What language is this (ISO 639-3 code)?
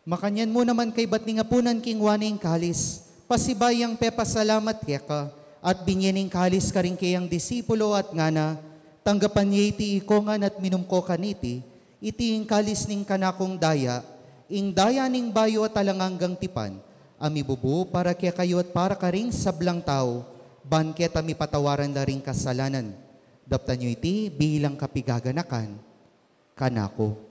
pam